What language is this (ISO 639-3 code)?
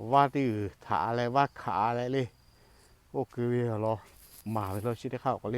lhu